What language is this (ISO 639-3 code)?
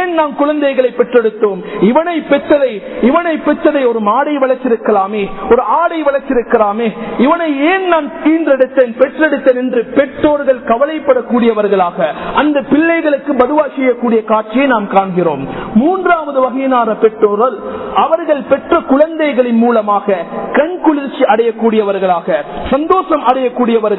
tam